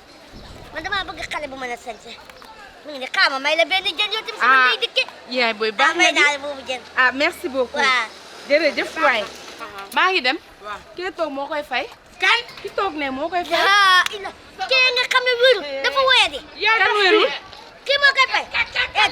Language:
Wolof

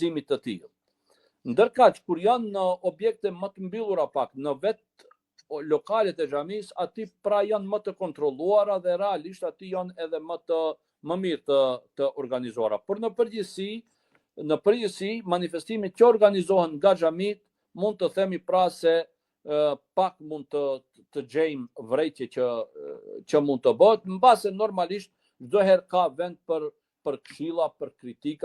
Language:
Albanian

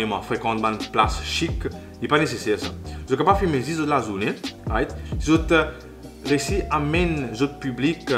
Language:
Morisyen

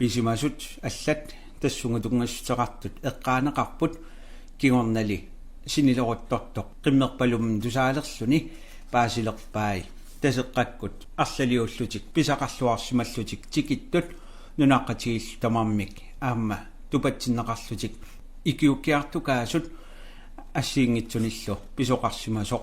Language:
Kalaallisut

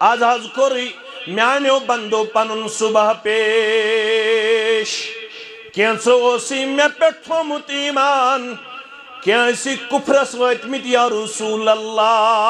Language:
Kashmiri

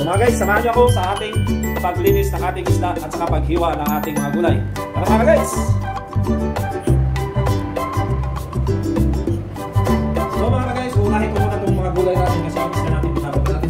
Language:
Filipino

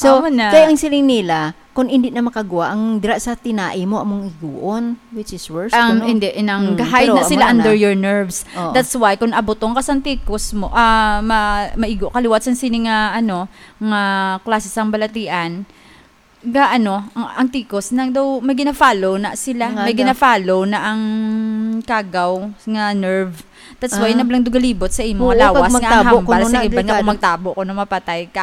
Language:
Hiligaynon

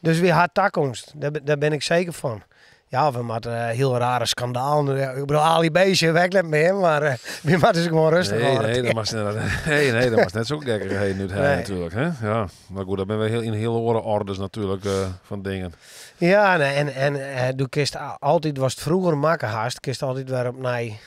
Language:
Western Frisian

